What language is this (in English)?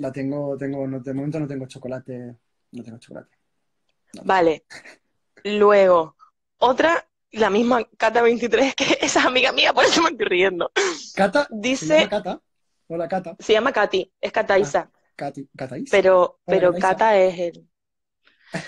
Spanish